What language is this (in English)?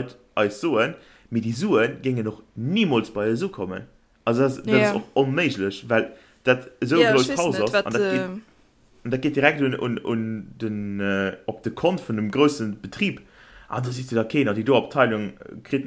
Luxembourgish